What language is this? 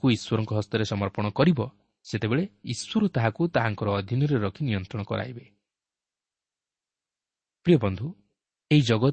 Odia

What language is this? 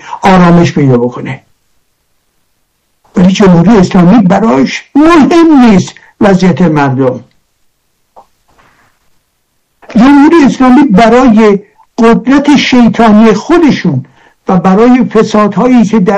Persian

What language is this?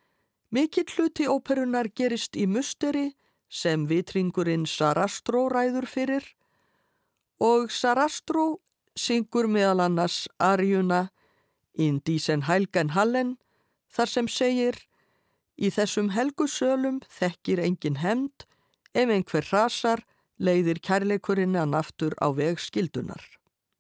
Icelandic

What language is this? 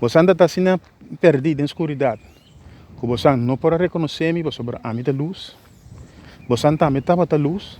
Papiamento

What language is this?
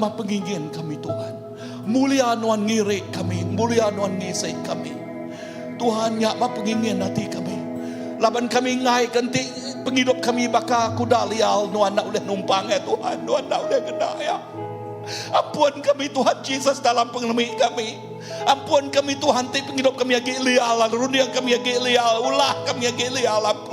Iban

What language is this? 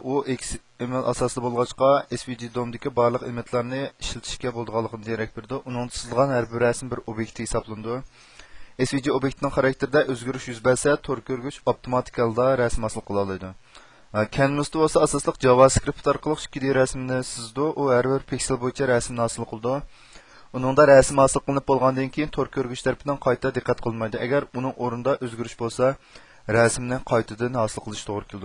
Uyghur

